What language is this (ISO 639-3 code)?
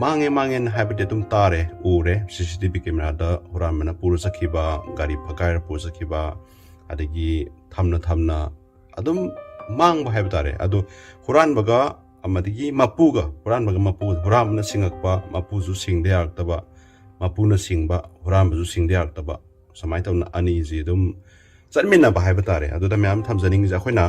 mni